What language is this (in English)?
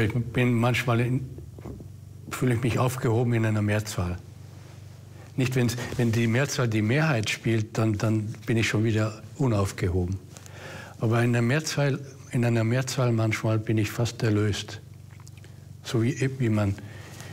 German